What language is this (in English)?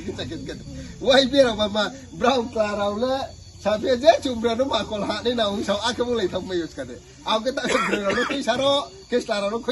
Riang (India)